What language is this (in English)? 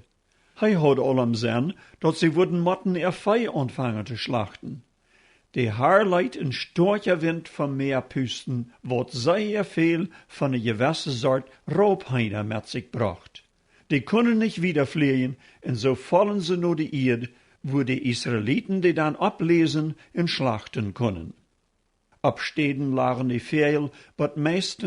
Plautdietsch